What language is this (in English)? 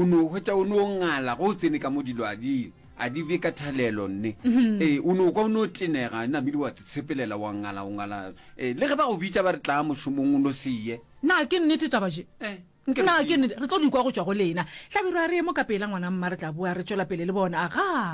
Northern Sotho